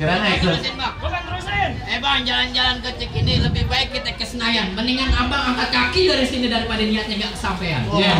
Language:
Betawi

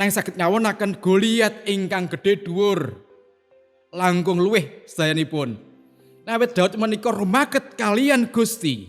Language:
Javanese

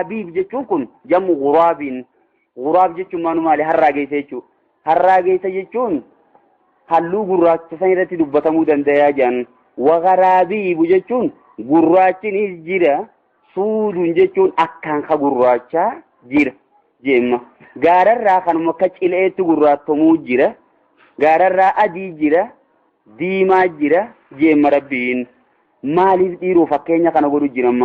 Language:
Oromo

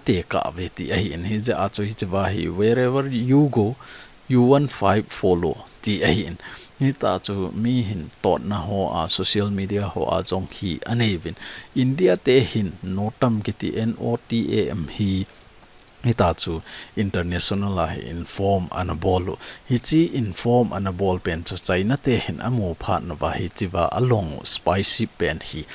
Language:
Thado Chin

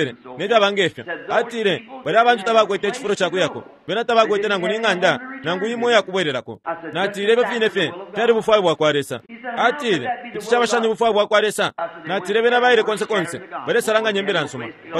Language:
Bemba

